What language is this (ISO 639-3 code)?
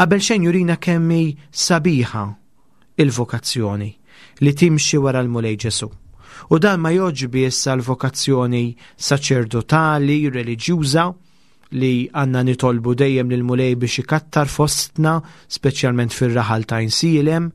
mlt